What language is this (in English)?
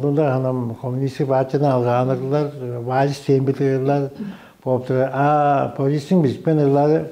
Tuvinian